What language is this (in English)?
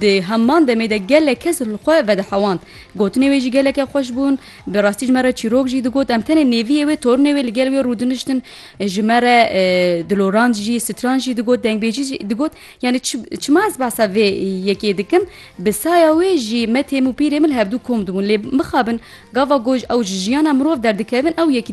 Kurdish